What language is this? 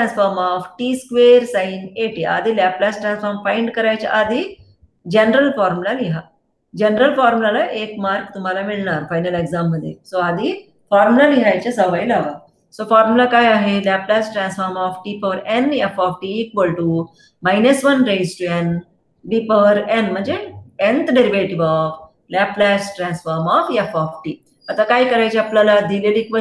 Marathi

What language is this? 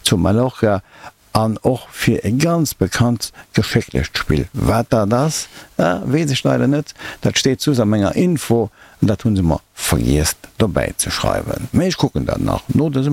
Luxembourgish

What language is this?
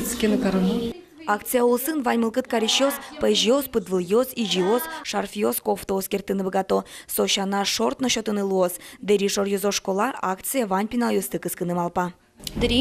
Udmurt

